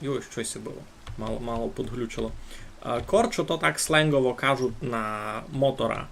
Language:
Rusyn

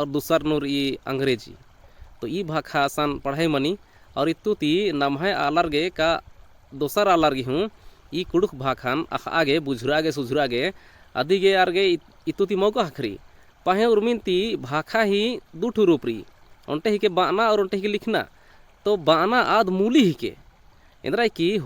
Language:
Kurukh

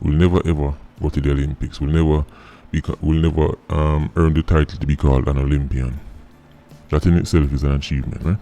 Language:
Jamaican Creole English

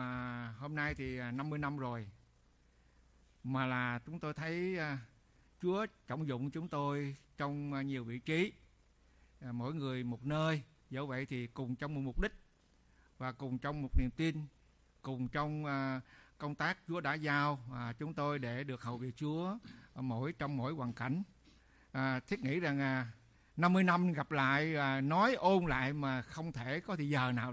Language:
Vietnamese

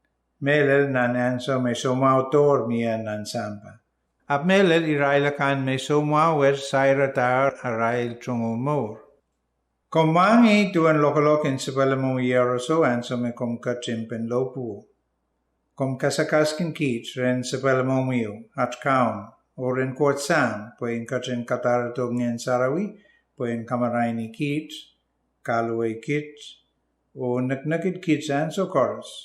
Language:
Pohnpeian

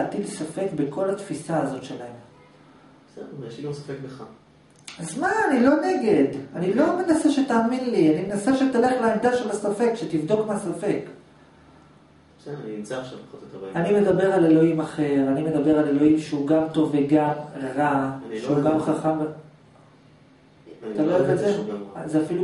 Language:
Hebrew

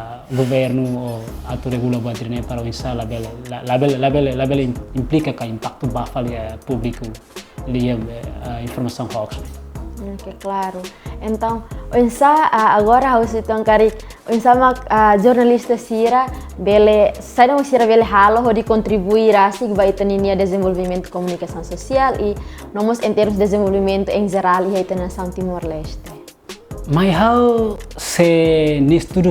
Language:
Tetum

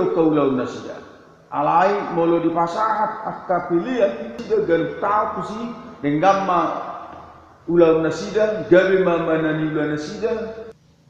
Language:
Batak Toba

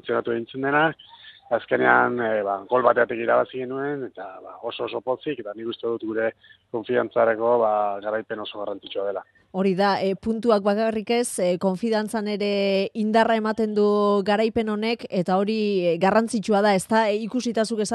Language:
Basque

